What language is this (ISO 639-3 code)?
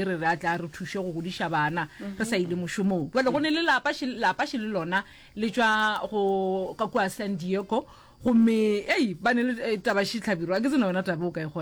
nso